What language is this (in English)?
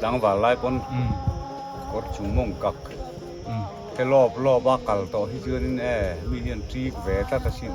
Biete